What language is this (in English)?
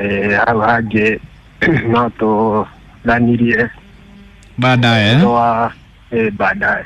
Kikuyu